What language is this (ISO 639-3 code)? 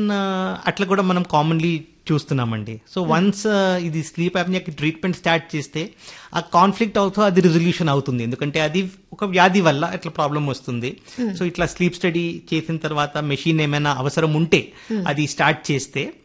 tel